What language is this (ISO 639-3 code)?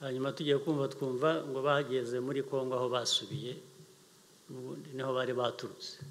kin